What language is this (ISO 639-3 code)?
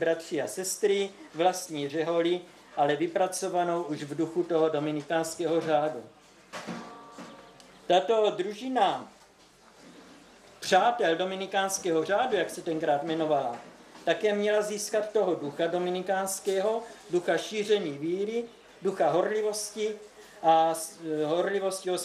ces